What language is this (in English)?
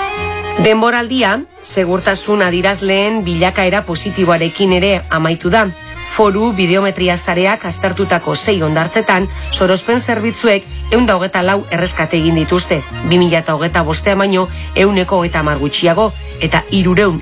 Basque